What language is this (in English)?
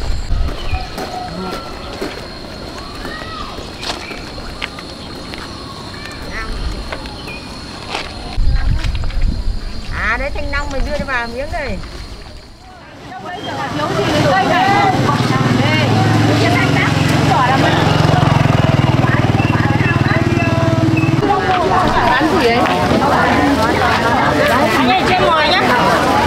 Vietnamese